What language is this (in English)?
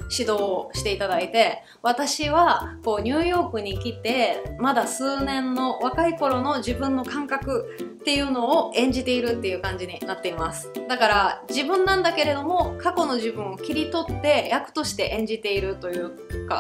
Japanese